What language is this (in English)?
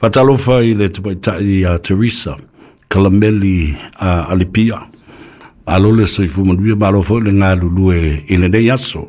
Samoan